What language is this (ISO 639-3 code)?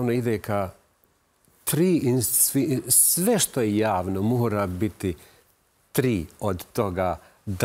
bos